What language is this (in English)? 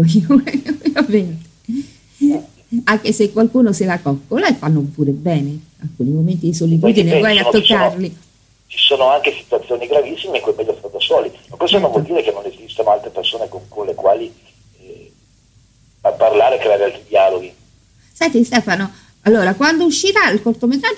Italian